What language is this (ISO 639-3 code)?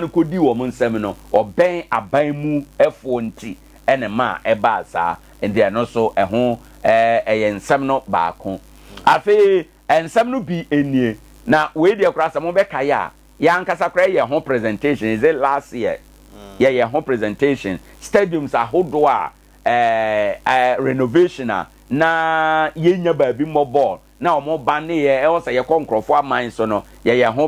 aka